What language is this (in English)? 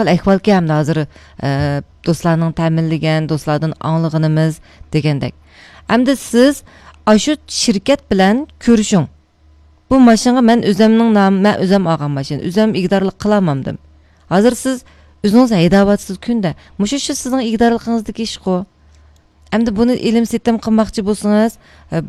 Uyghur